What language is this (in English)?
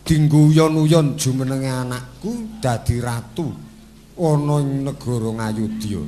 Javanese